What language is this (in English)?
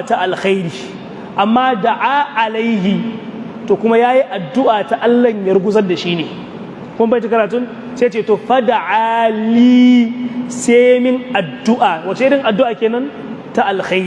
Hausa